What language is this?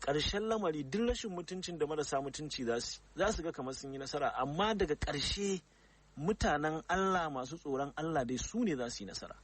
Hausa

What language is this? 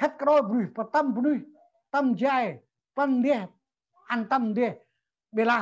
Central Mnong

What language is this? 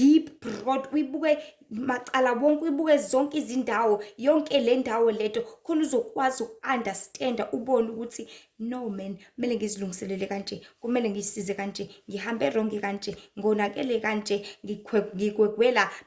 Zulu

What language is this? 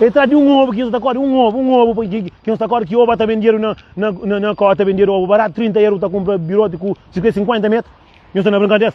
Kabuverdianu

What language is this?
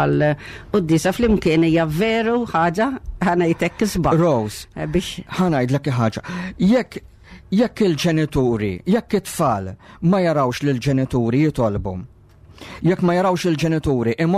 Maltese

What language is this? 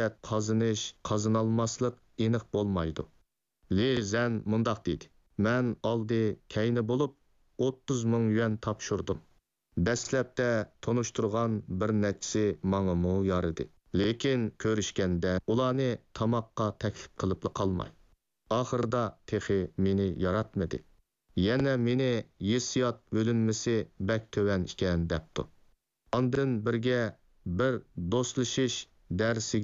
Uyghur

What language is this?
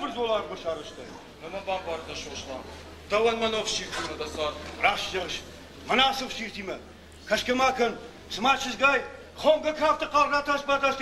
Ossetic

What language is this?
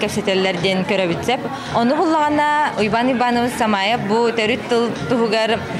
Yakut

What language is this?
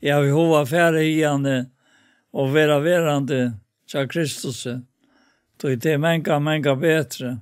Faroese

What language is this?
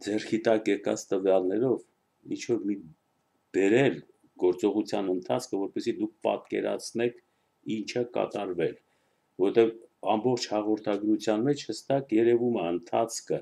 Armenian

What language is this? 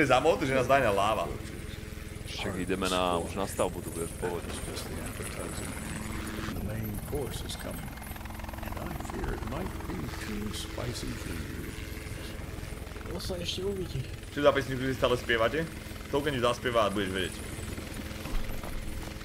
Slovak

